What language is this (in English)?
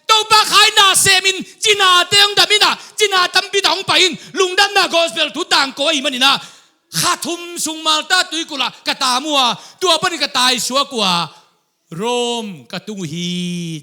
Tedim Chin